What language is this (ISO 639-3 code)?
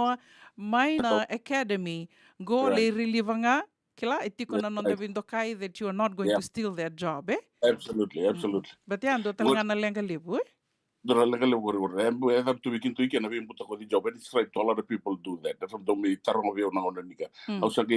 fij